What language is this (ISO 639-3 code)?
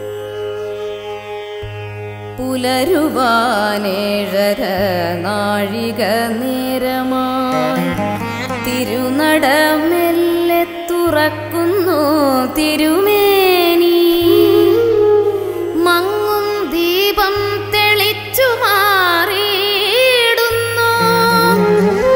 mal